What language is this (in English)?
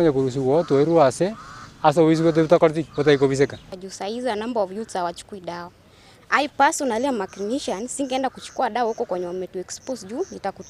Gusii